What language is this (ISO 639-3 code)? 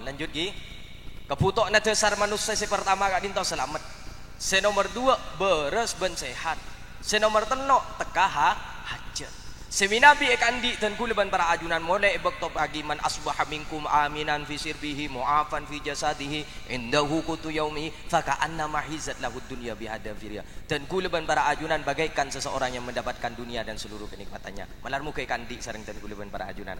mad